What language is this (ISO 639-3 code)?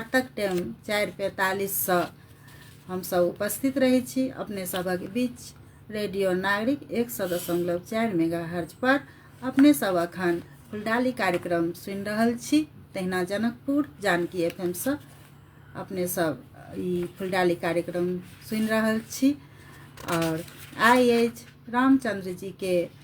mai